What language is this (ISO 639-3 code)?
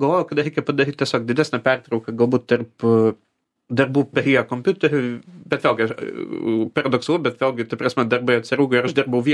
lit